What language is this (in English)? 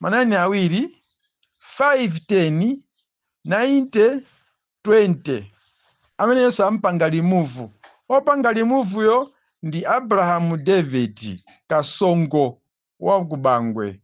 Nyanja